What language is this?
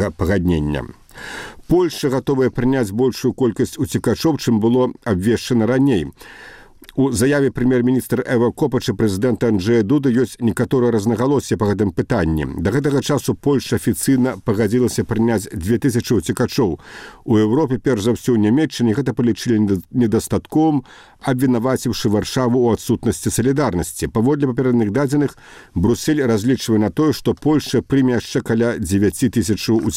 Belarusian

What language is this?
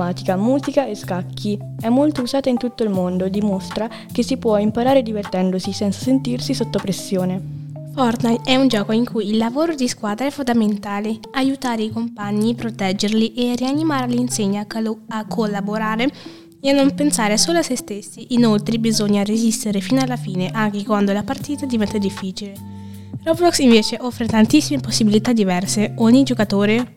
Italian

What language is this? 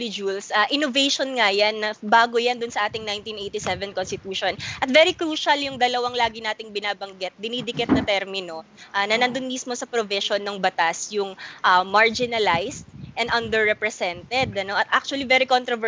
Filipino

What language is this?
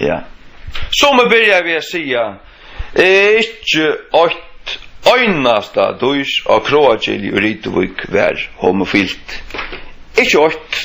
Faroese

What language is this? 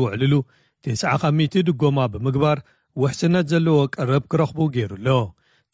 Tigrinya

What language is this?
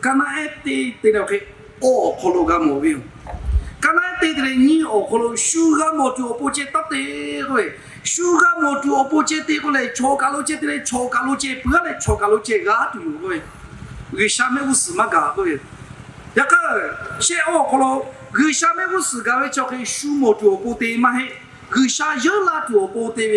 Lahu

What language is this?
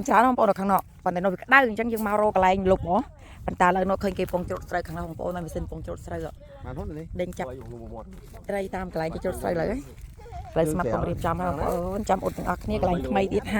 Khmer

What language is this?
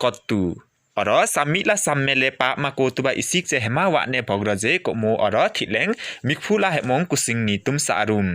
Limbu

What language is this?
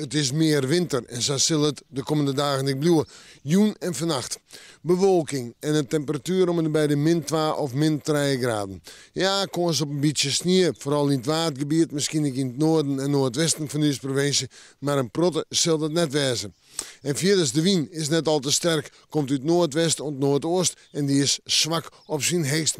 Western Frisian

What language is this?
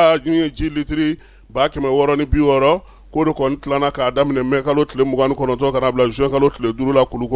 Bambara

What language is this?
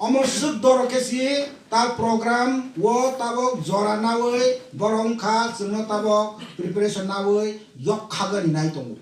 Kok Borok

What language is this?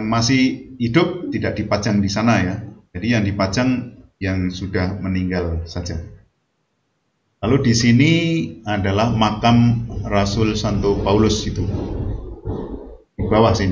Indonesian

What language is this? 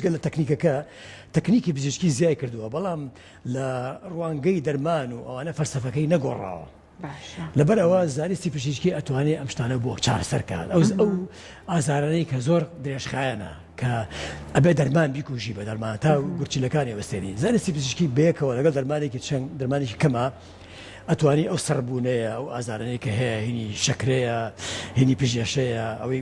Central Kurdish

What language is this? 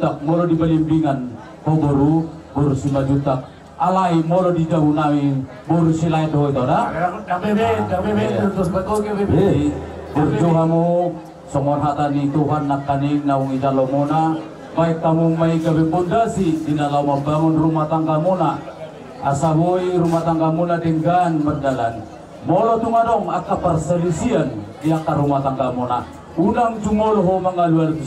Batak Toba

